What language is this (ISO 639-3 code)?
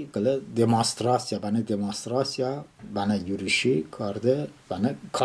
tly